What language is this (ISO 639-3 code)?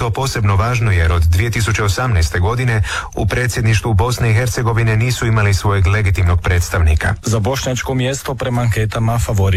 hrv